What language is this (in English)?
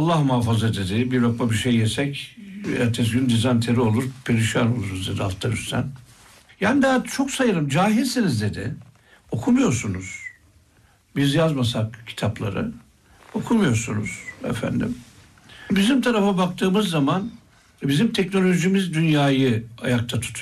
Turkish